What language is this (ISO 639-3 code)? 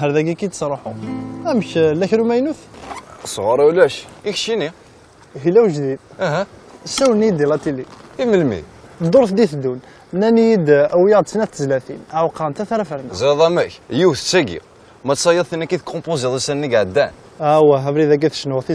kab